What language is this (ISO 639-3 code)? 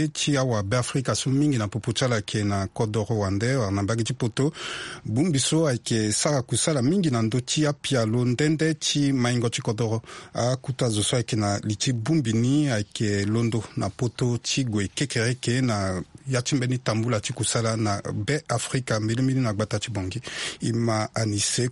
sag